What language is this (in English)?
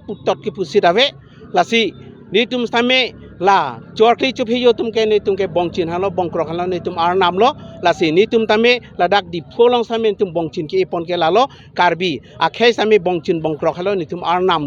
Karbi